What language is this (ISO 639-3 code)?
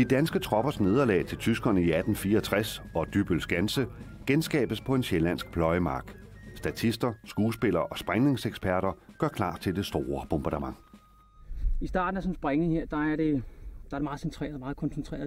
dan